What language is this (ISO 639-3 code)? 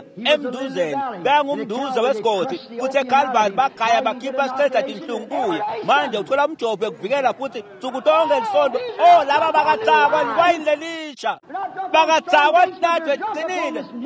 ssw